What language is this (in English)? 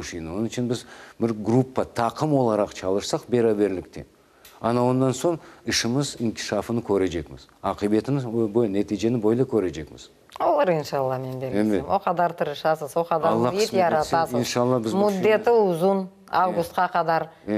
Crimean Tatar